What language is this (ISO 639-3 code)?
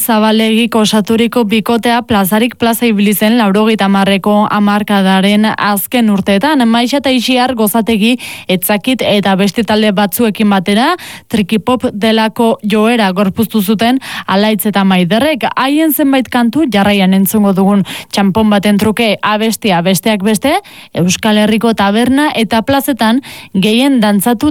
eus